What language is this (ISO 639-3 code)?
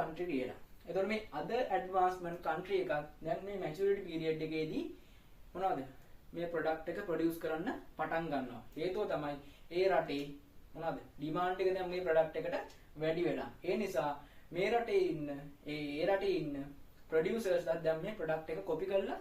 sin